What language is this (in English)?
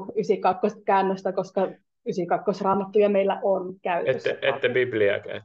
Finnish